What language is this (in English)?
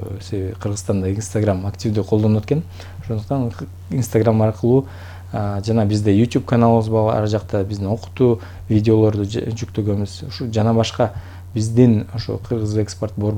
Kyrgyz